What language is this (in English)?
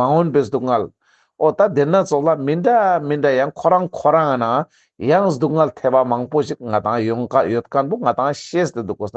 Ladakhi